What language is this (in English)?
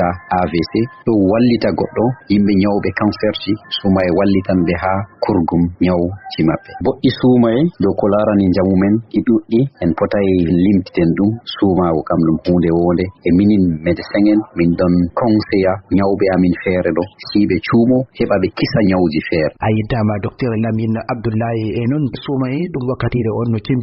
Fula